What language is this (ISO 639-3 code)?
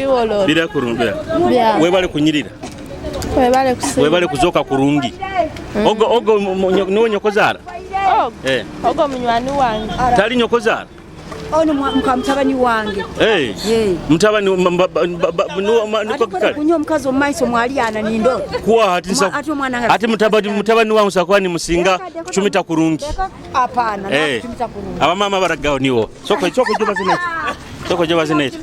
nyo